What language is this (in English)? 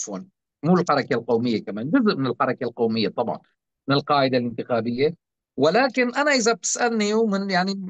North Levantine Arabic